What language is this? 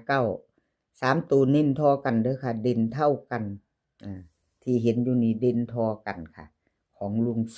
Northeastern Thai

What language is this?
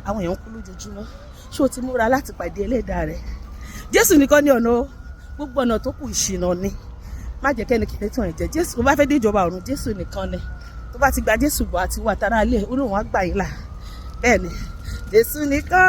Yoruba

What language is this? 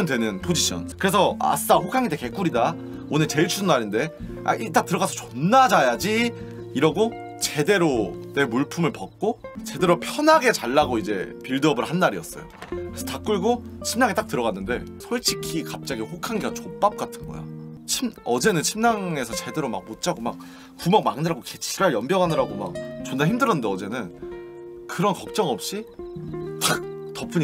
Korean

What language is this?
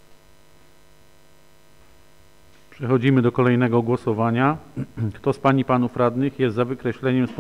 Polish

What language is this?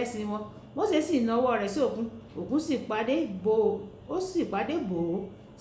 Yoruba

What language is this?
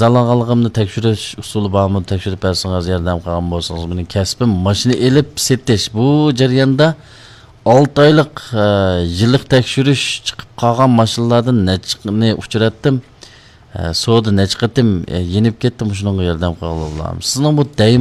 Uyghur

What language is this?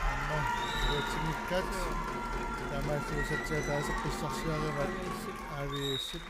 Kalaallisut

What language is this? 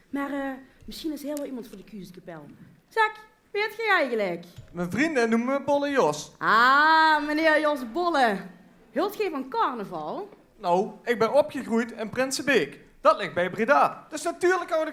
Limburgish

